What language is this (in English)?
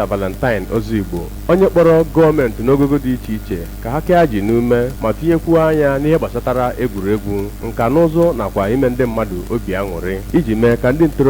Igbo